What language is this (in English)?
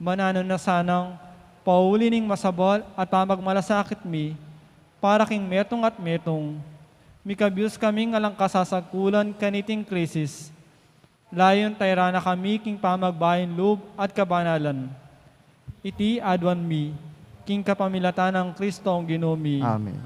Pampanga